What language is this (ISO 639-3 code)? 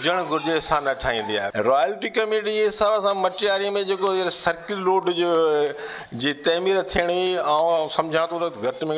snd